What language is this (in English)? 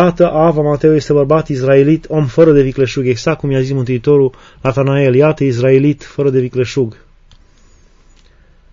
Romanian